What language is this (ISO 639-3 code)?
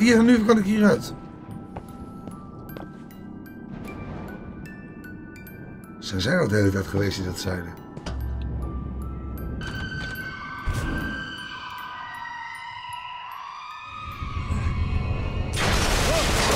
nld